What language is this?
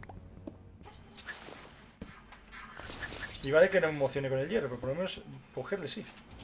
Spanish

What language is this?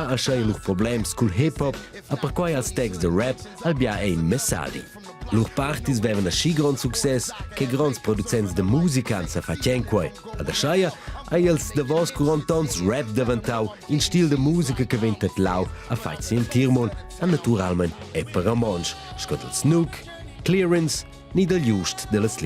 Romansh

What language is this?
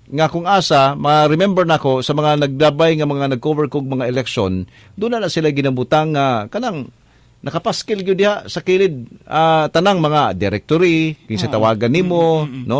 Cebuano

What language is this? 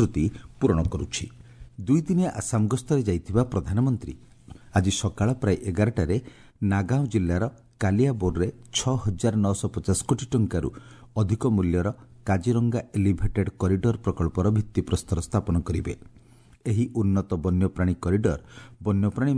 Odia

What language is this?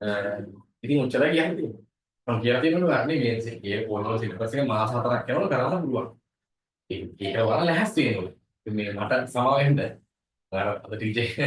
Sinhala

